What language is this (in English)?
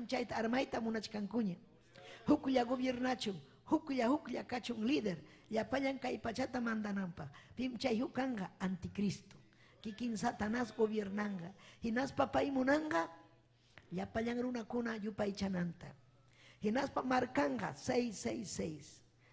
Ayacucho Quechua